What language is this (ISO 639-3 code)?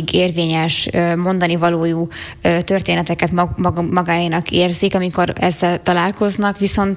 hun